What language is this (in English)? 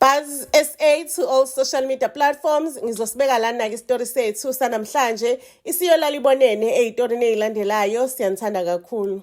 Zulu